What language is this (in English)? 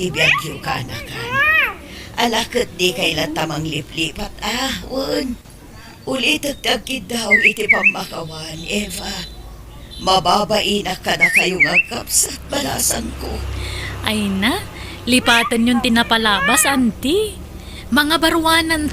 Iloko